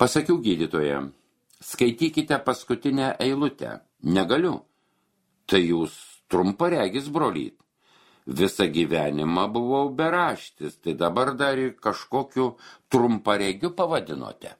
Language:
Lithuanian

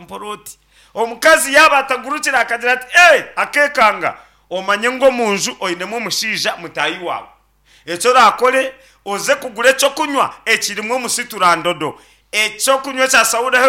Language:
Nyankole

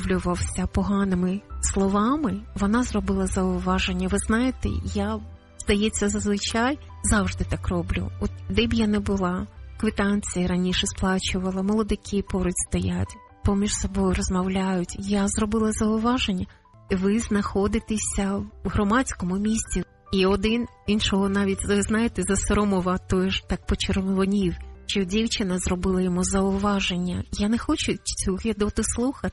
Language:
Ukrainian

